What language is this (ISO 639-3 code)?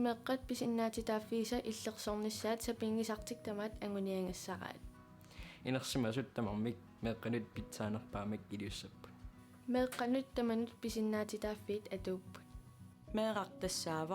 kal